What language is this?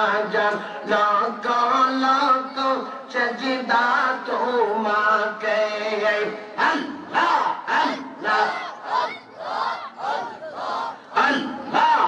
Bangla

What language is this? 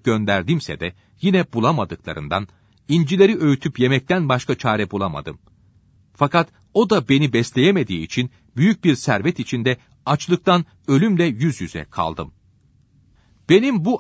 Turkish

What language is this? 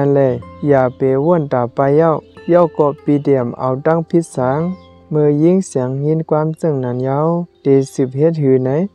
Shan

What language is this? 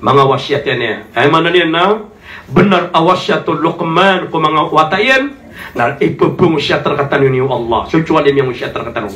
Maranao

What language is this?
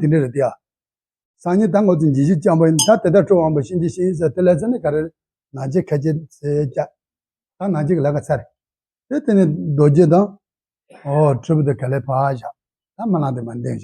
Tibetan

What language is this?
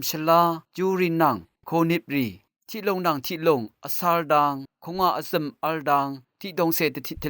Rawang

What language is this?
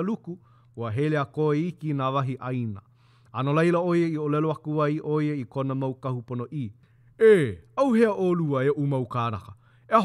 Hawaiian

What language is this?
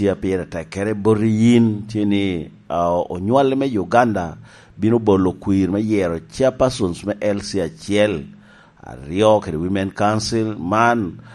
Lango (Uganda)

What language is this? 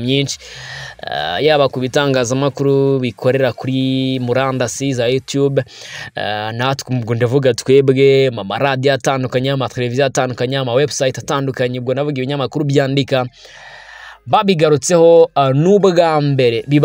Kinyarwanda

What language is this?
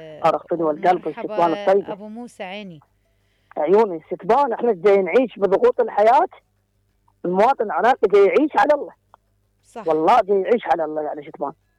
Mesopotamian Arabic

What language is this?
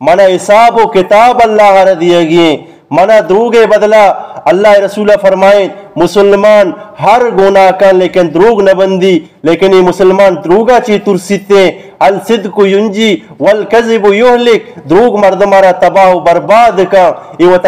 Eastern Balochi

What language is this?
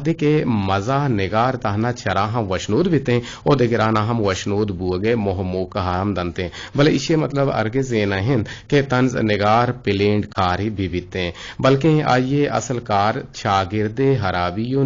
Eastern Balochi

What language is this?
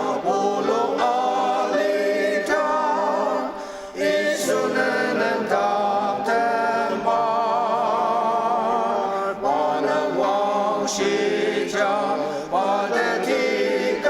Ao Naga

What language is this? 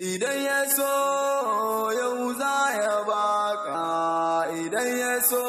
Hausa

